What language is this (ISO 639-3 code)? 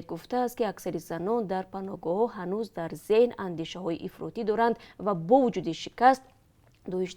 tgk